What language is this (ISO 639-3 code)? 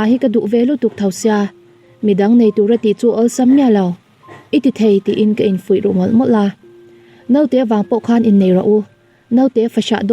lus